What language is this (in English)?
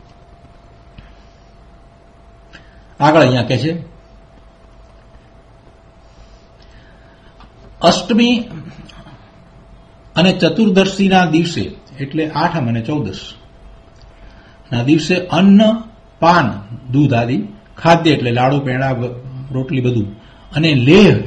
Gujarati